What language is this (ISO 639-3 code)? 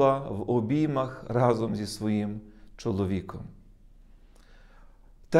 ukr